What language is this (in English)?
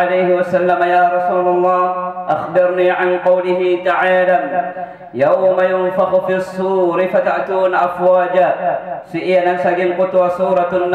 Maranao